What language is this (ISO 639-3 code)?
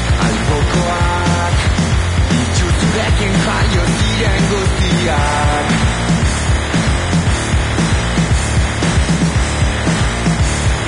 eus